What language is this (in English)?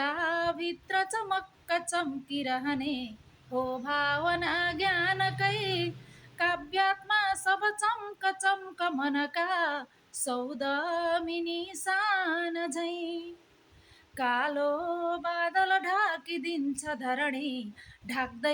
Nepali